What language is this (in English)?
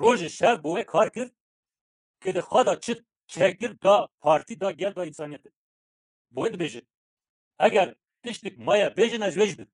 Kurdish